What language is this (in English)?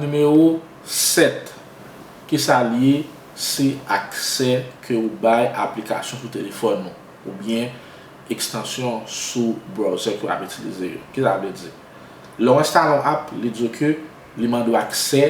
Haitian Creole